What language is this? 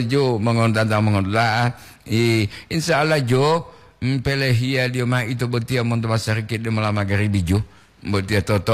Gorontalo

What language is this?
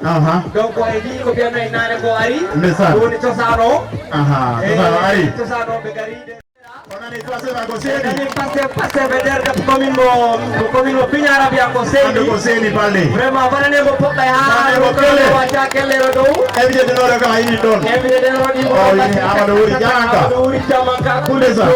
Fula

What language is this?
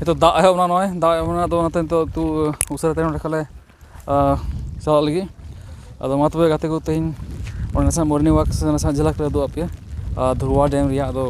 Santali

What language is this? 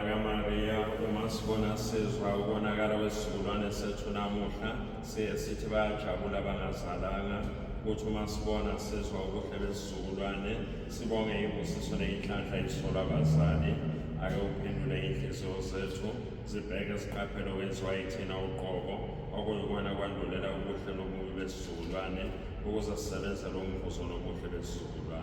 Zulu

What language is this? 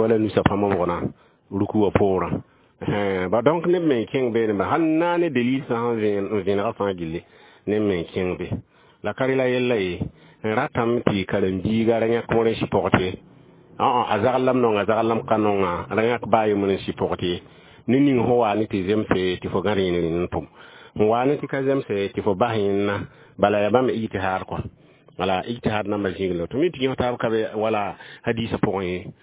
Mossi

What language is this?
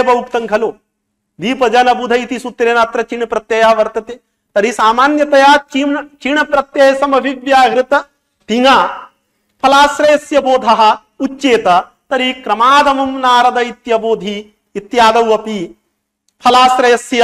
Sanskrit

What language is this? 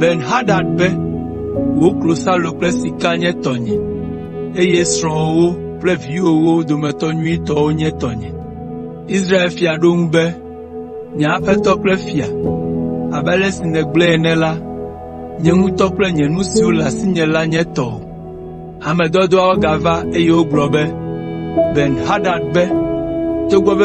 Ewe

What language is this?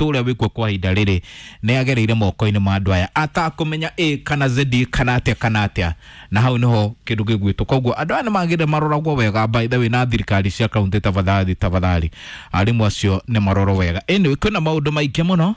Kikuyu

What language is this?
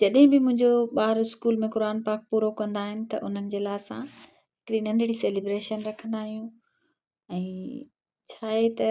Sindhi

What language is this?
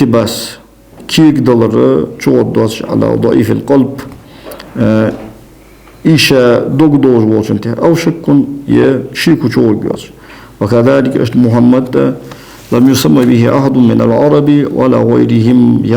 Ingush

